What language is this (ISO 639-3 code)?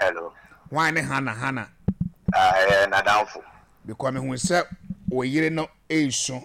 aka